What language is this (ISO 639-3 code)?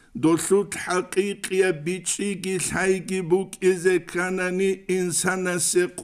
ava